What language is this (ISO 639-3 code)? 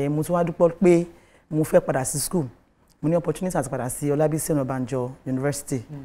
yor